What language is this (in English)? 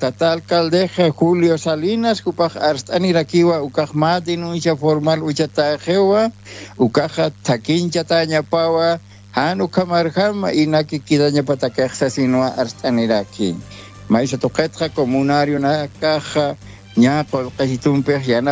Aymara